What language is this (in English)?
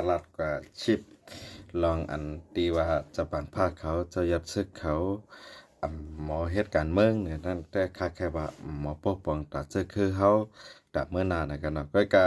Shan